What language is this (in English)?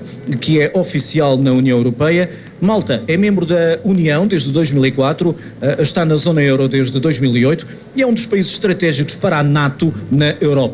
Portuguese